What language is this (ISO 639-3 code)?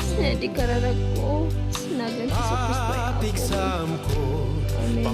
kne